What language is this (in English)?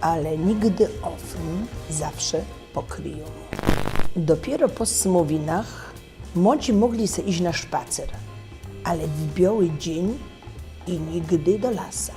Silesian